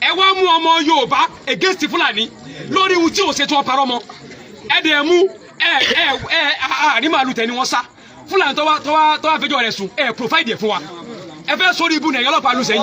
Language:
Yoruba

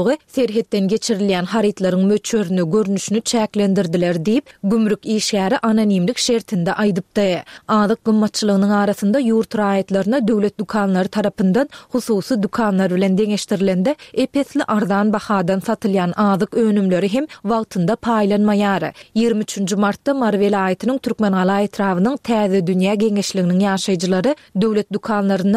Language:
Turkmen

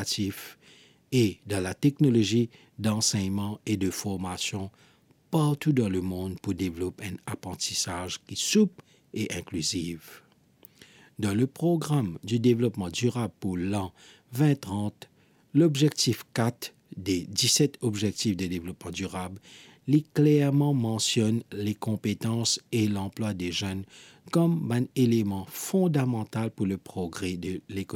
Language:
Morisyen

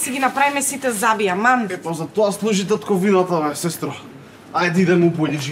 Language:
Macedonian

